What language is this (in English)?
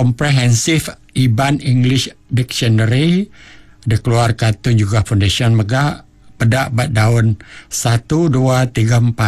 Iban